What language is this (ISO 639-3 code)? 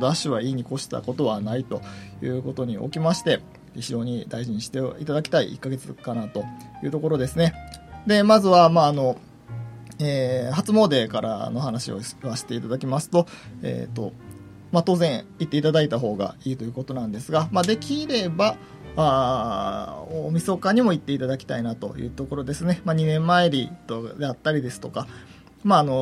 jpn